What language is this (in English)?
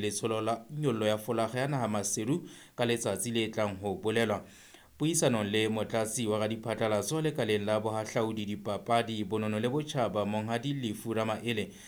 Southern Sotho